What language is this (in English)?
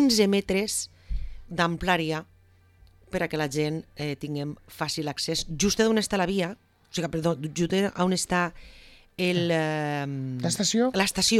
Catalan